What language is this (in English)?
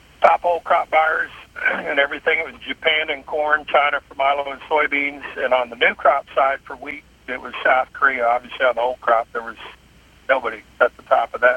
English